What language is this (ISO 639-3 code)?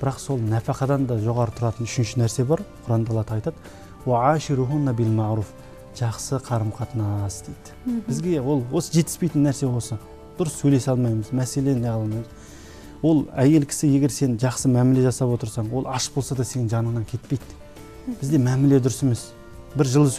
kaz